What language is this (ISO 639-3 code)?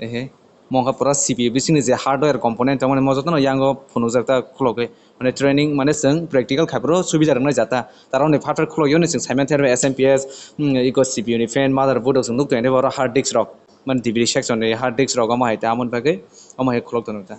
trp